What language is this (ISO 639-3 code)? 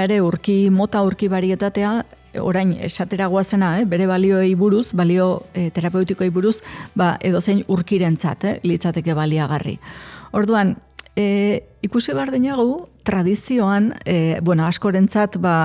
eus